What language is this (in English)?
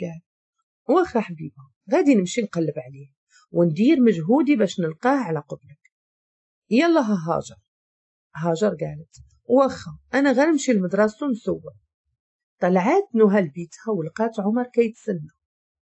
Moroccan Arabic